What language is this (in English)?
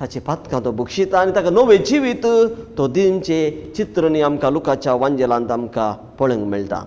Konkani